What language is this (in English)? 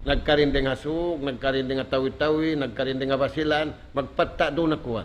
Tausug